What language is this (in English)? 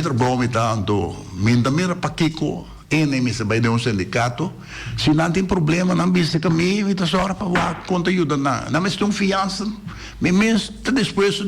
Papiamento